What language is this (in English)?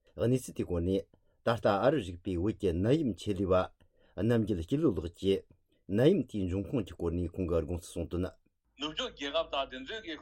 Tibetan